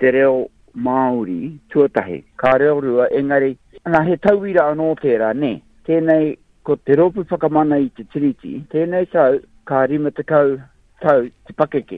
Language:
Māori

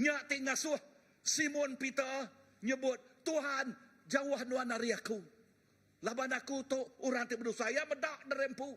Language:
Iban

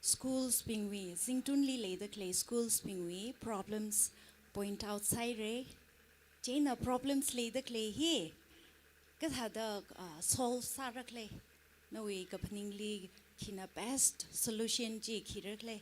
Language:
Tangkhul Naga (India)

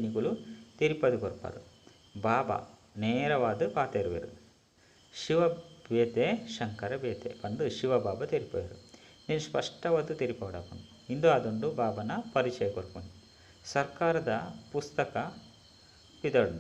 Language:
Tulu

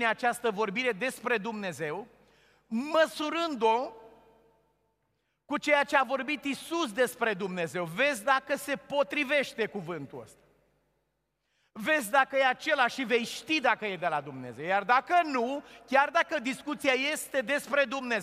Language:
Romanian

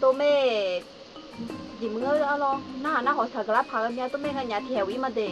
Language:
Akha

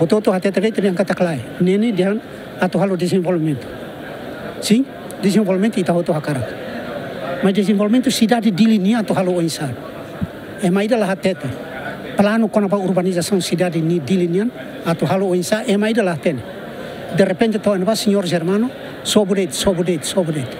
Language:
Tetum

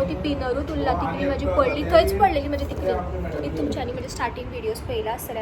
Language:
Konkani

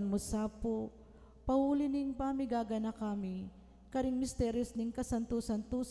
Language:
Pampanga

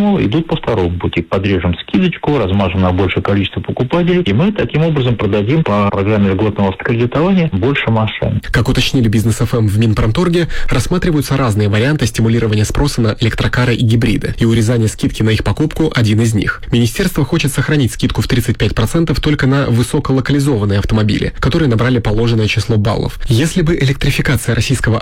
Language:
Russian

